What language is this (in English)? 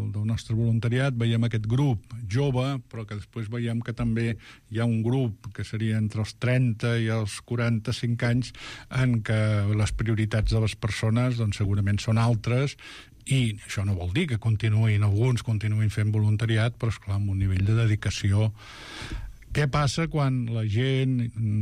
Catalan